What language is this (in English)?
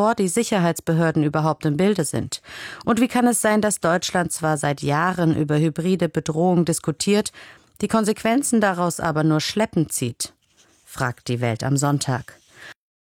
German